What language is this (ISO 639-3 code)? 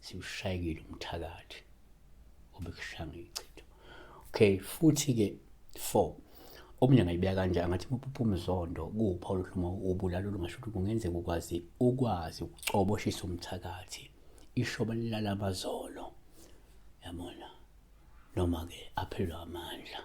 zul